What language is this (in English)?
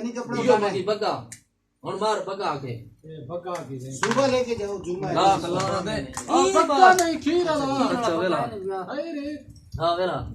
Saraiki